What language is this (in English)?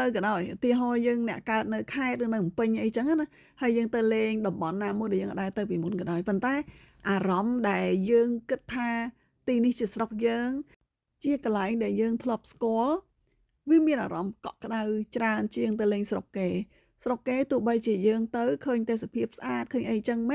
Khmer